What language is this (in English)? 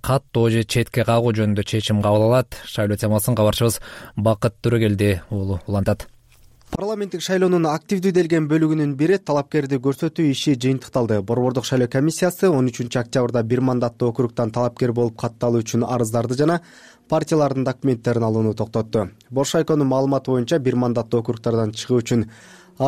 Kyrgyz